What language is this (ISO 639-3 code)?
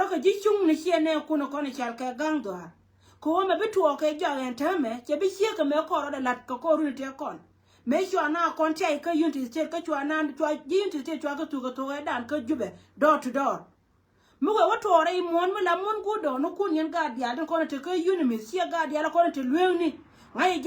nus